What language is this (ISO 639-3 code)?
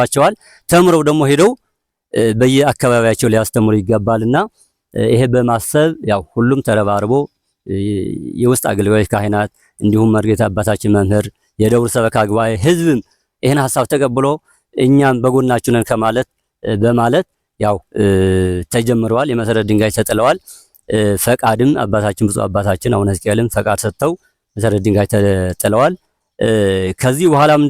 amh